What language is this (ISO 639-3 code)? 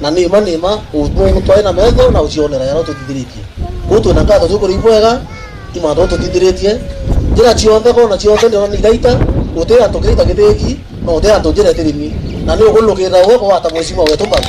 mer